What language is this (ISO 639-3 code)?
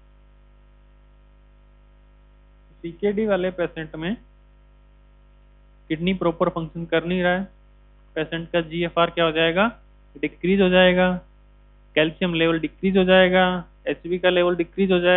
hin